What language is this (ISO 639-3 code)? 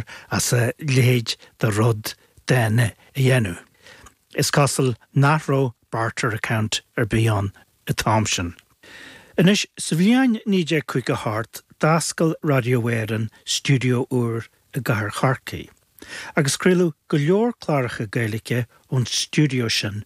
gle